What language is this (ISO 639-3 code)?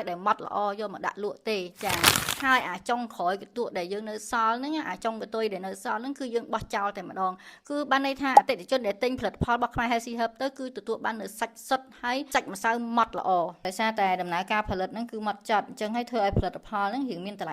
khm